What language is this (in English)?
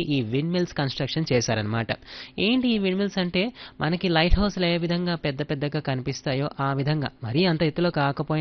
Telugu